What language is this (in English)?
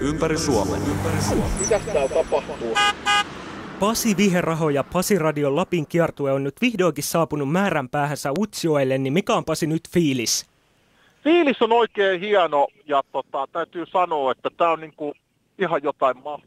Finnish